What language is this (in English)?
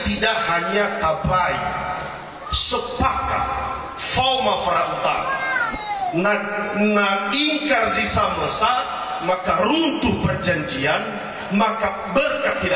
Nias